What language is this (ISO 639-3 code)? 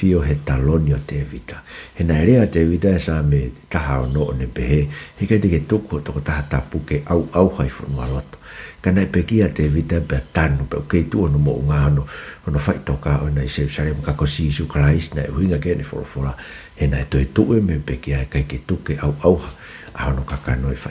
ton